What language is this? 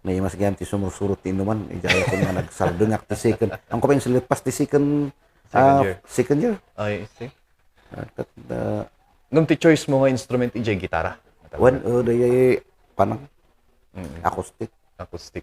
Kankanaey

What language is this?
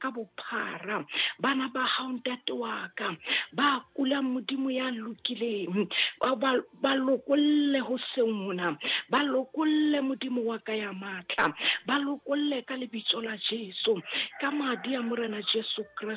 Southern Sotho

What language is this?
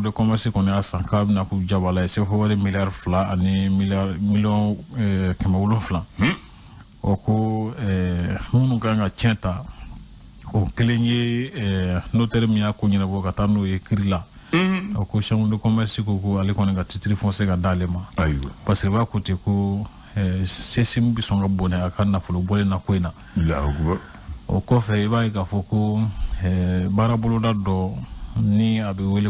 Bambara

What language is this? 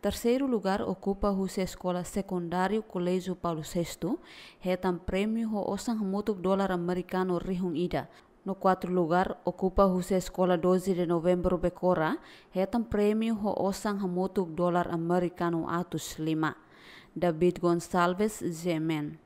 Tetum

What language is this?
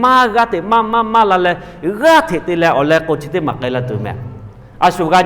Lahu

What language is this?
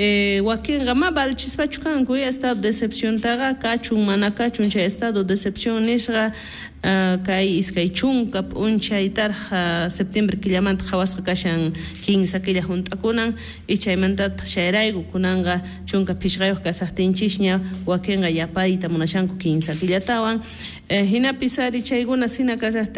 South Bolivian Quechua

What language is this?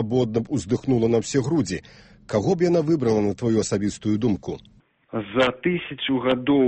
Belarusian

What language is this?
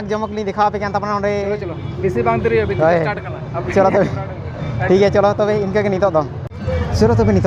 Santali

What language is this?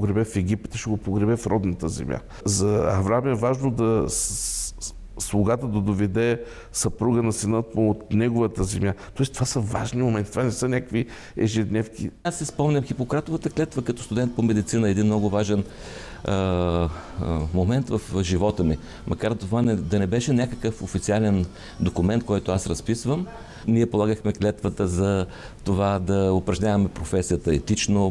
Bulgarian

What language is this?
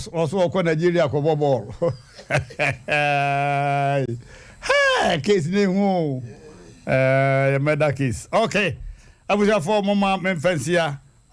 Akan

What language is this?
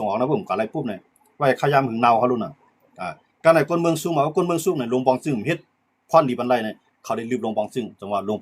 Shan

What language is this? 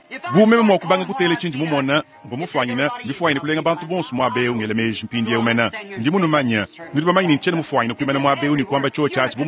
Luba-Lulua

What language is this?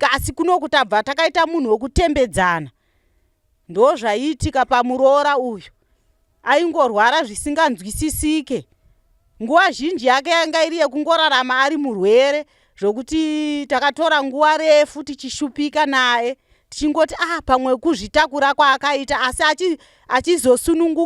Shona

